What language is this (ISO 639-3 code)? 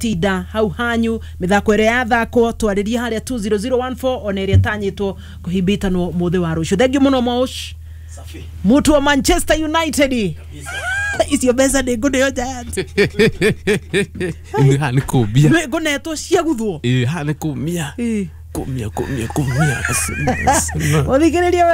kik